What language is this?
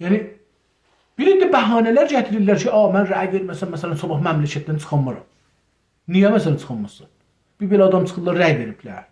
South Azerbaijani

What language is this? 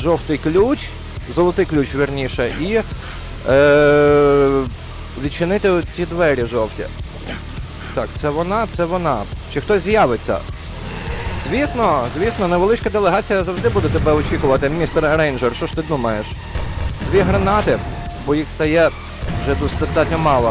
Ukrainian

